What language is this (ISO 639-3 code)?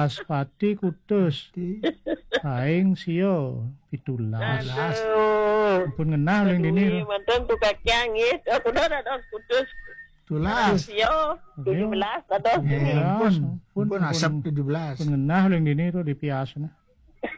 ban